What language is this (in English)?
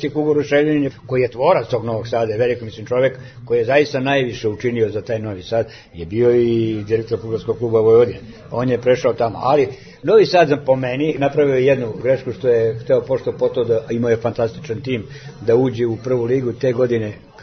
Serbian